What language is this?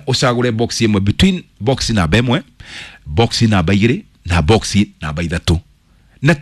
Kikuyu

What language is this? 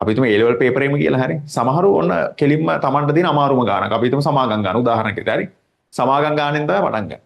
Sinhala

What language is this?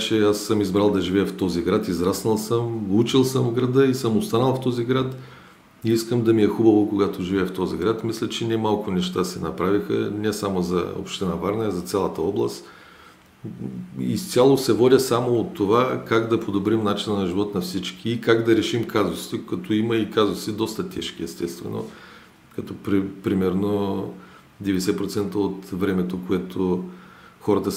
Bulgarian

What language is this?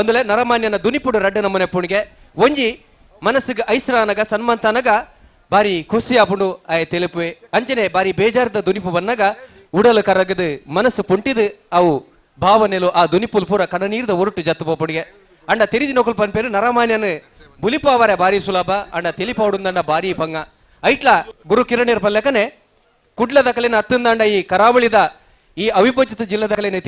Tulu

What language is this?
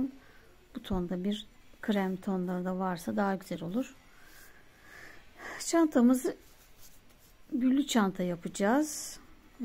Turkish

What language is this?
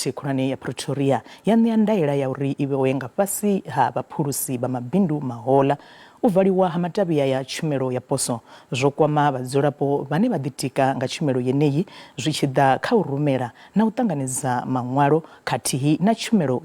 Venda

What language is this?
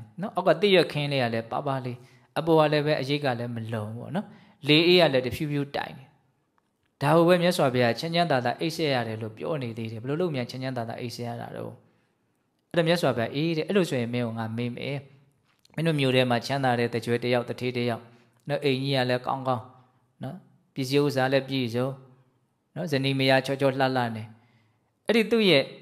Burmese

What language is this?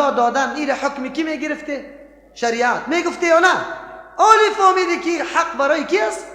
Persian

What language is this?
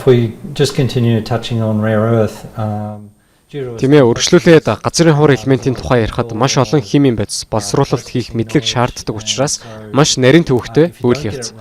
Mongolian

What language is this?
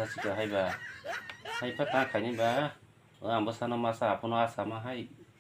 Kok Borok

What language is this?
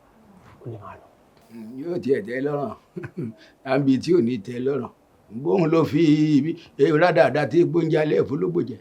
Yoruba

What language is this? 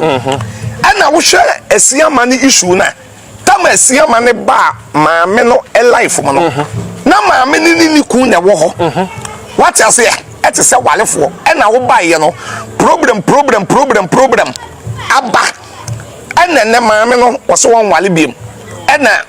Akan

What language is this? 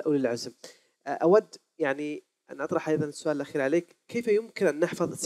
Arabic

